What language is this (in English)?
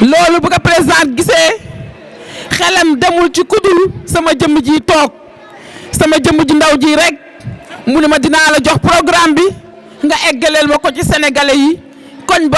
Wolof